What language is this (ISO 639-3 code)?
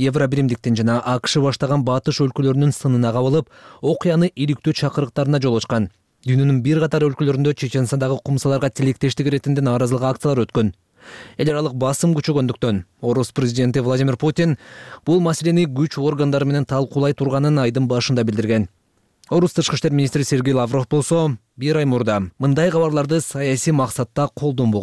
kir